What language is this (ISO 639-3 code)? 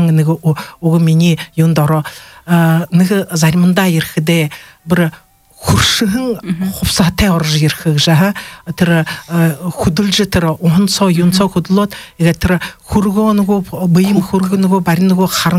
bua